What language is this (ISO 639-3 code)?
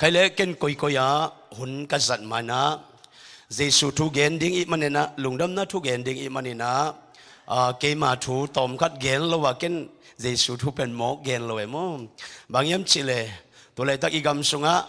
ctd